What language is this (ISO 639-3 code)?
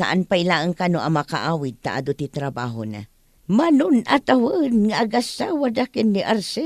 ilo